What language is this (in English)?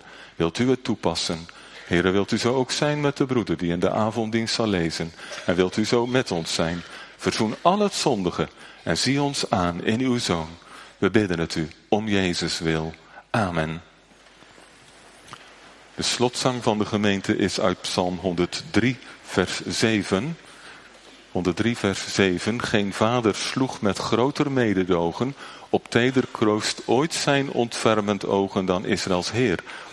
Dutch